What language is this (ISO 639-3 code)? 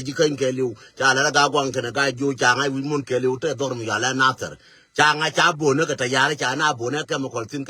nus